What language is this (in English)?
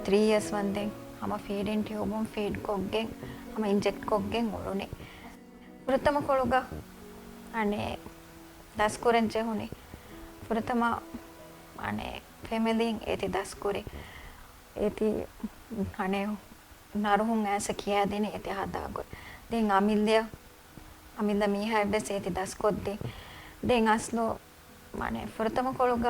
Divehi